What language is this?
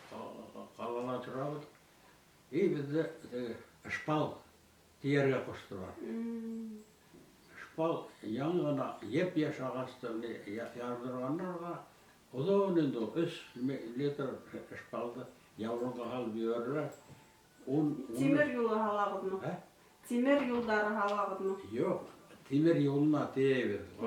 Bashkir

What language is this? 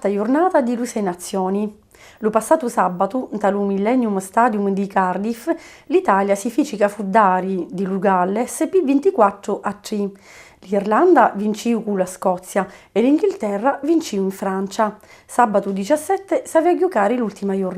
Sicilian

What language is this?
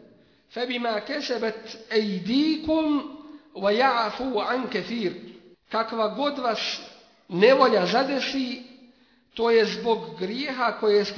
Bosnian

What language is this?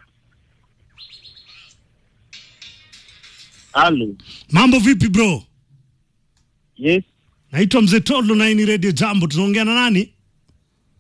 Swahili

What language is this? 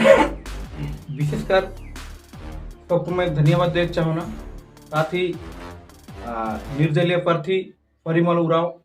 Sadri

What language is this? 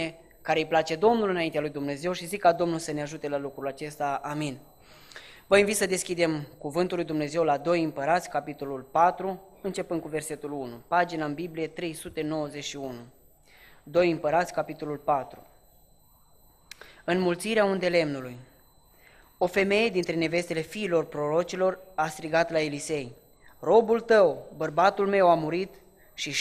Romanian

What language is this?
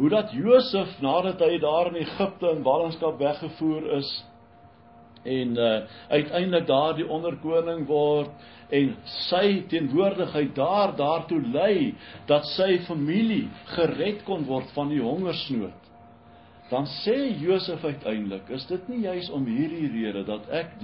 Afrikaans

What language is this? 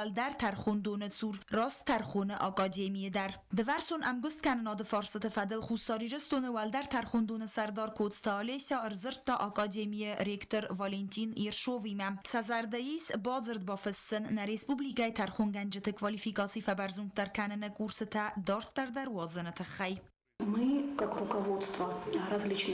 Ossetic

